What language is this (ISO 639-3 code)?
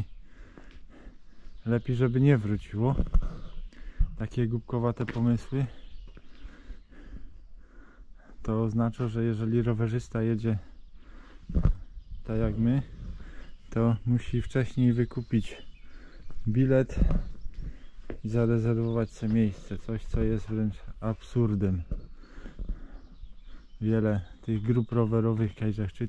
pol